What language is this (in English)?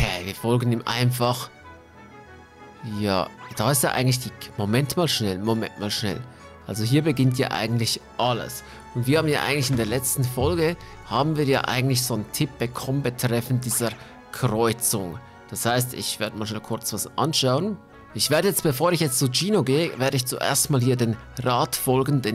German